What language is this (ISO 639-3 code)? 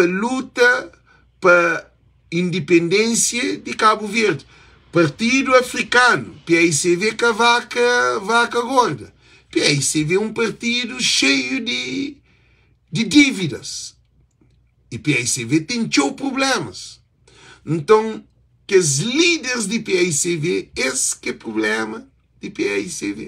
kea